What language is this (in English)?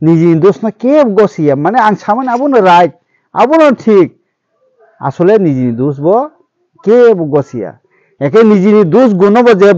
Kok Borok